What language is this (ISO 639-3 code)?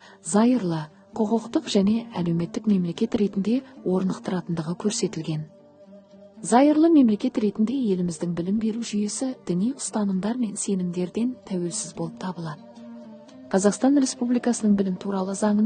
kaz